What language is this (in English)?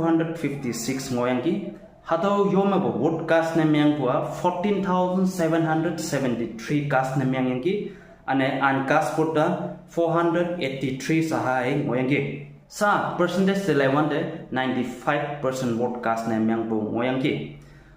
Konyak Naga